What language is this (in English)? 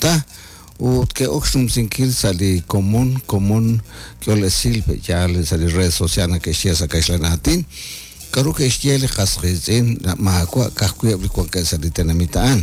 Kekchí